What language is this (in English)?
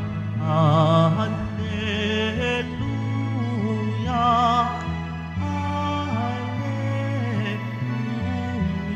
Filipino